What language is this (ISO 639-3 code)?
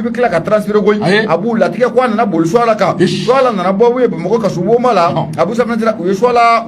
bam